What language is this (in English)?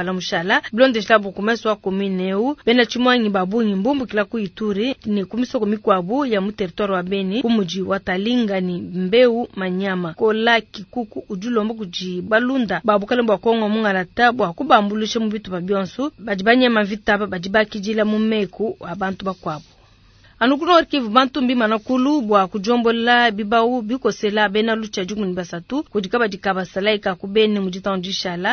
Luba-Lulua